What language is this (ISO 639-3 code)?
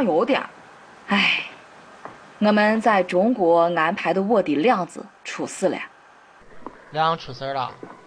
zho